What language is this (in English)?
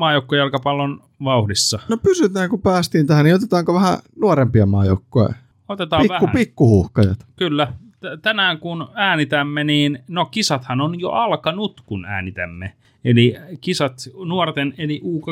Finnish